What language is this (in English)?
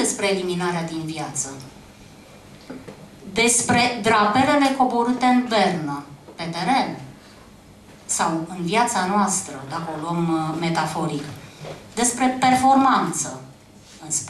Romanian